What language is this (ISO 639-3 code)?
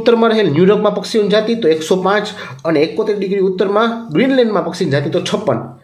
guj